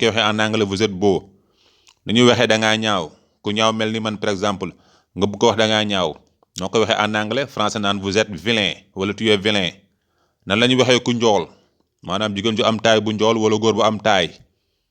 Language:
Wolof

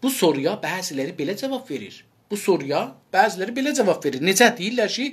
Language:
South Azerbaijani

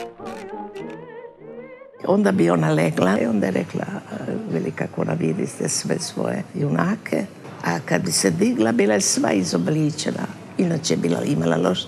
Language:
Croatian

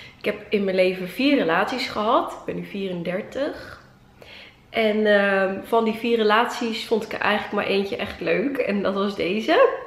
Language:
Dutch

